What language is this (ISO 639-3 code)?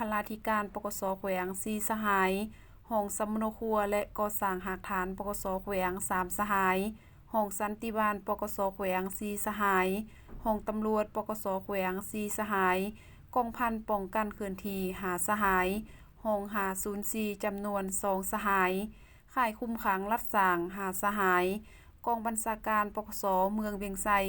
lao